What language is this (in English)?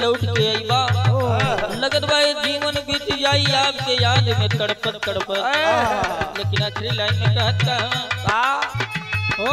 Bhojpuri